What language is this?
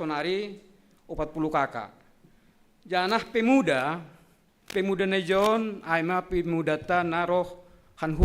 Batak Simalungun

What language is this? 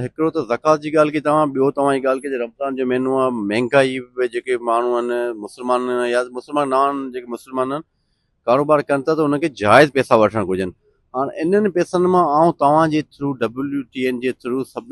Sindhi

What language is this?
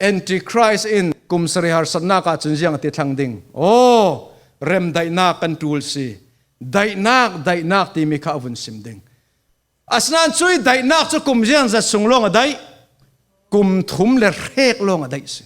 Falam Chin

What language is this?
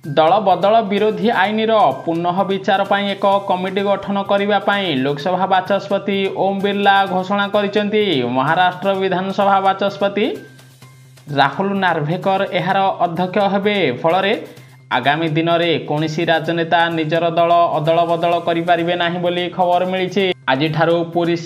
Odia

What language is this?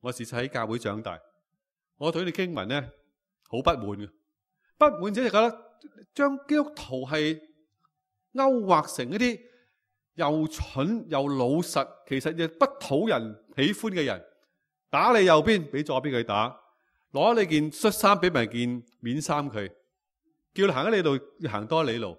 Cantonese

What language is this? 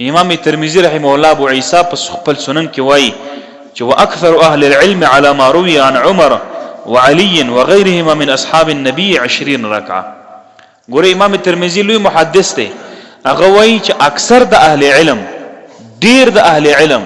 Pashto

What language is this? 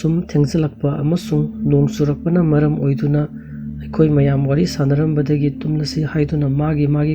Manipuri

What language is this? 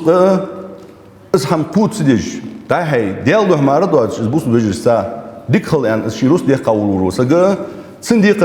Ingush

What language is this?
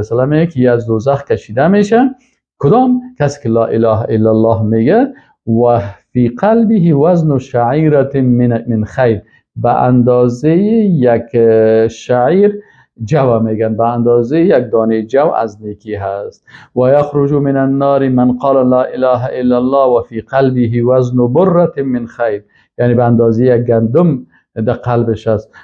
Persian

